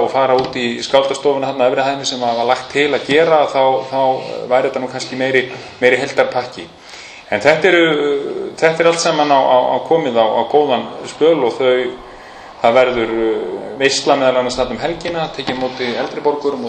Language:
Icelandic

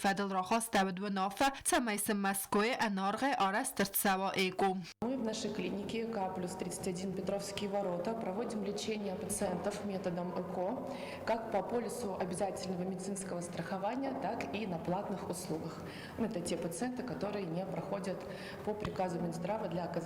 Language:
Ossetic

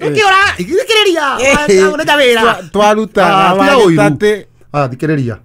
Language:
Kikuyu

